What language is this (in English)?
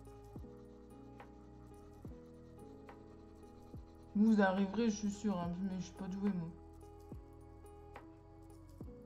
French